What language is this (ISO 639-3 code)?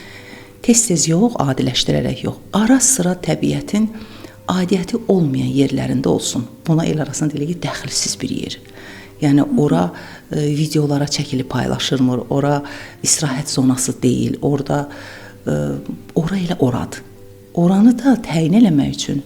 aze